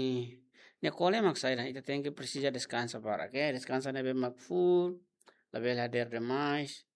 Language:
Tetum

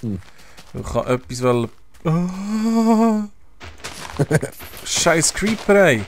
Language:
Swiss German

